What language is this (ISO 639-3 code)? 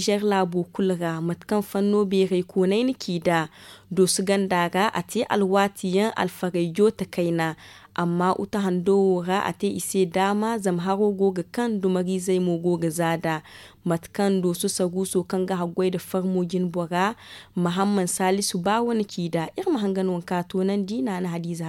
dje